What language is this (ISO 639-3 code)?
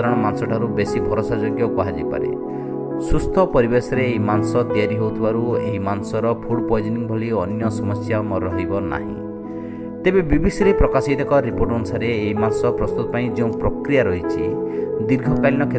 ori